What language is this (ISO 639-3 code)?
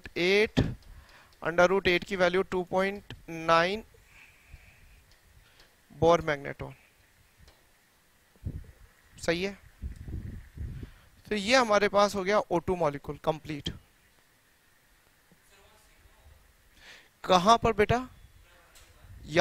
hin